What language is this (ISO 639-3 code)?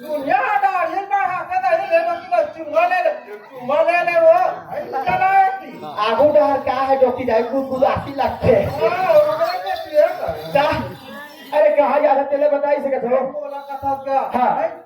hne